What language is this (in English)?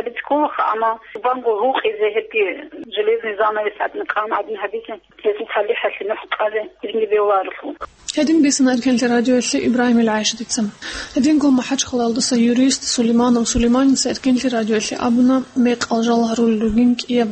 Avaric